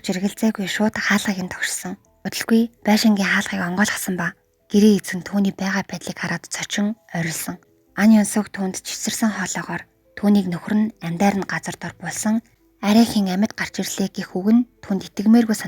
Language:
Mongolian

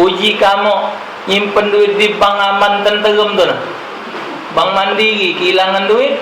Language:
Musi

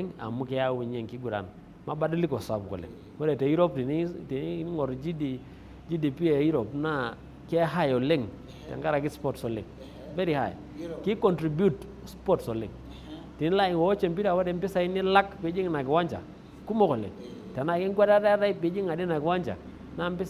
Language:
Masai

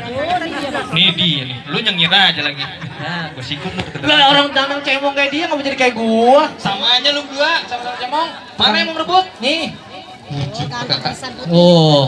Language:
Betawi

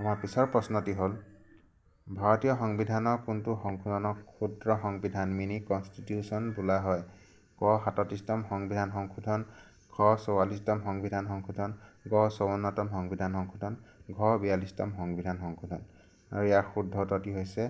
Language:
Assamese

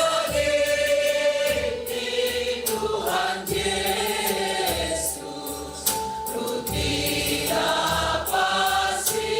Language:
Batak Simalungun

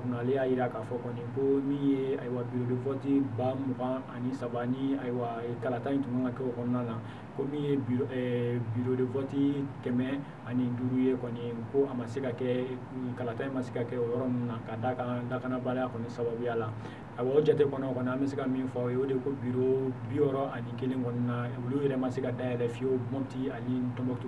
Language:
Bambara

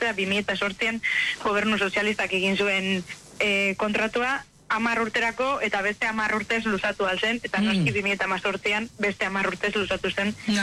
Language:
Basque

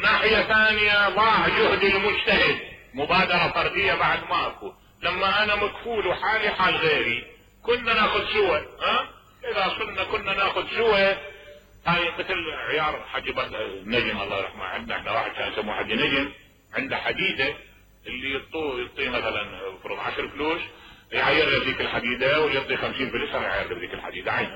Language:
Mesopotamian Arabic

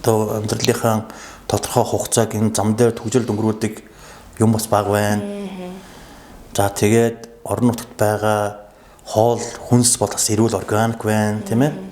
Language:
Mongolian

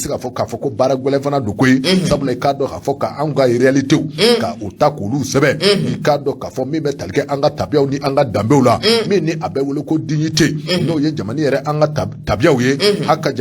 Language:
Bambara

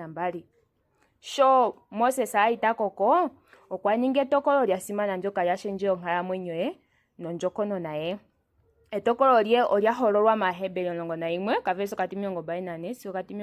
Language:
Ndonga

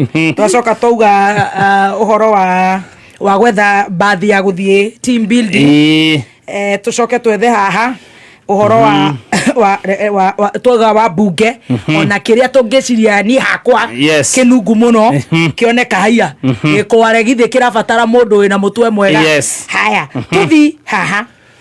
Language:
Kikuyu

